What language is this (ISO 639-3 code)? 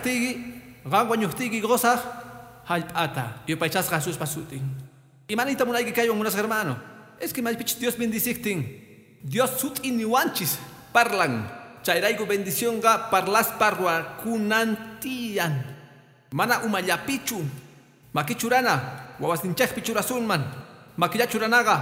que